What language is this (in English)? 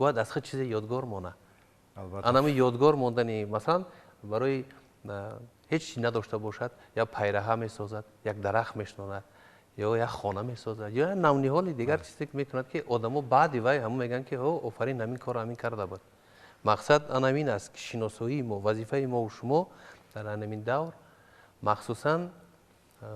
Tajik